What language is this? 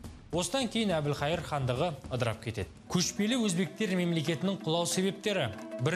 Kazakh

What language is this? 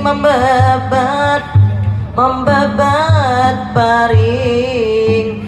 Banjar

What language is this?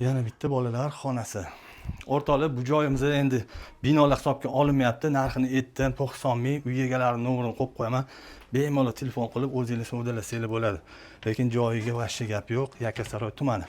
Uzbek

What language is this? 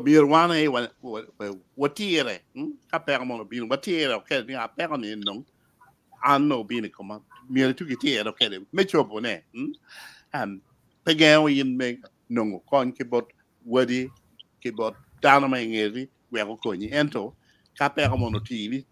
Acoli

